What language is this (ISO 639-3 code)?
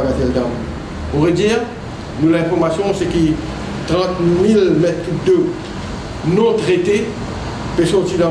mfe